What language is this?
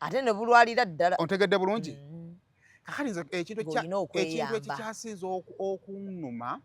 Ganda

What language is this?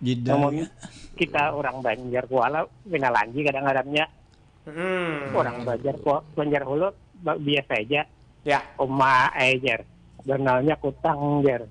Banjar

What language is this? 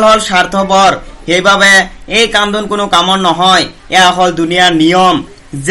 Assamese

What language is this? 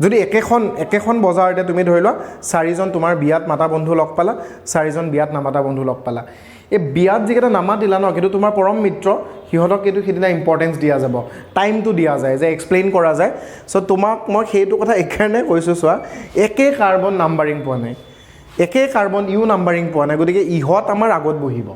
Assamese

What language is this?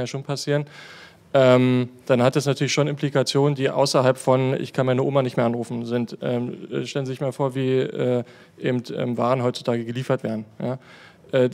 German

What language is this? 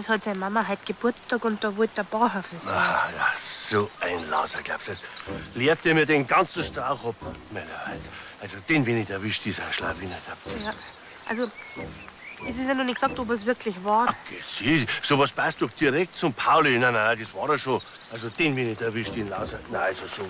Bavarian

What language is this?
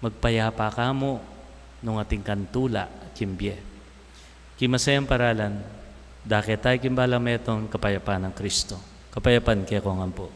Pampanga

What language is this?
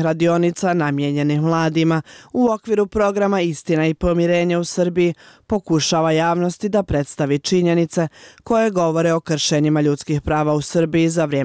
Bosnian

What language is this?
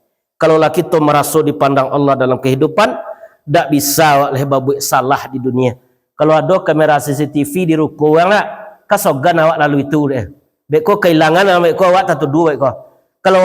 Minangkabau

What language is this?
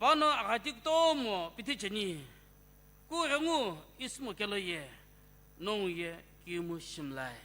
Sumi Naga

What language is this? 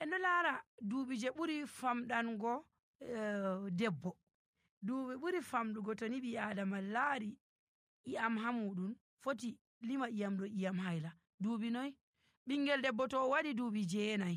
Nigerian Fulfulde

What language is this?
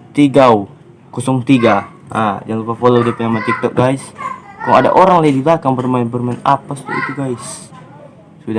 Manado Malay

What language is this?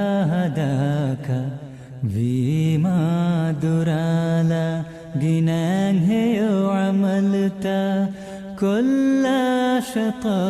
Divehi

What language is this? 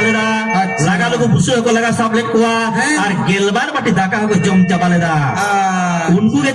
Santali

